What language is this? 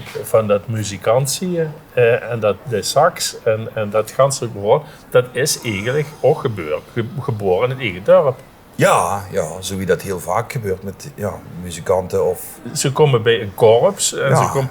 Limburgish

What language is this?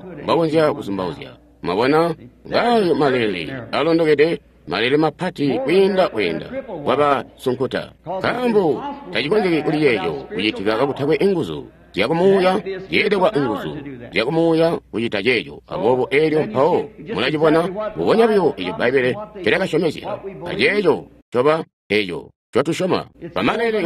Tonga (Zambia)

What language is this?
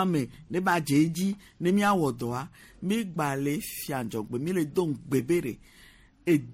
Gen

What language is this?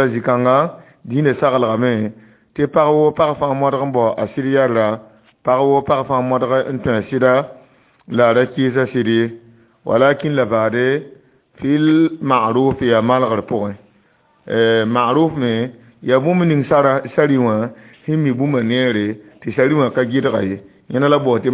Mossi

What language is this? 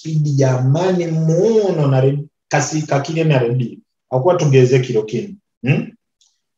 Nyoro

